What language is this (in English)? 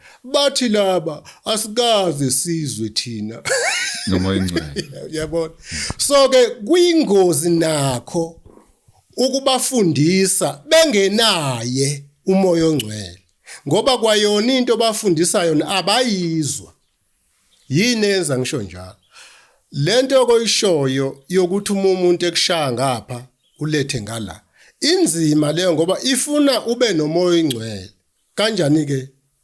Zulu